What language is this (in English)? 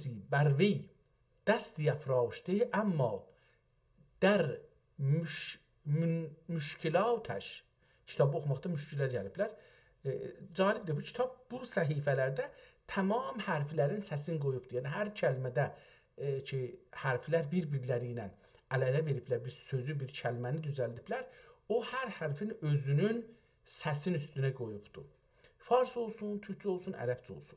South Azerbaijani